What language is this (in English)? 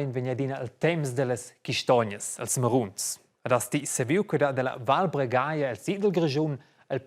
Romansh